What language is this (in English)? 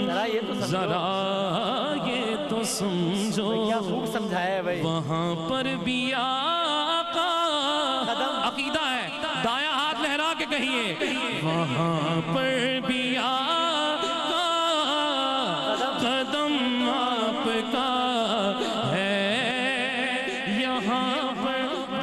Urdu